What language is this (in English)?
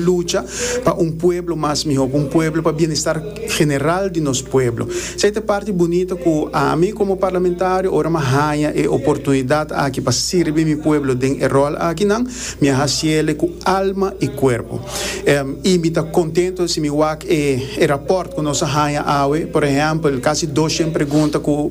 Papiamento